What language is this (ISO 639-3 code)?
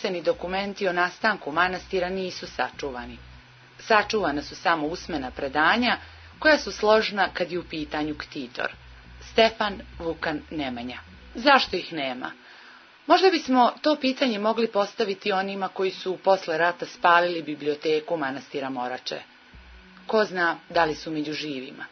srp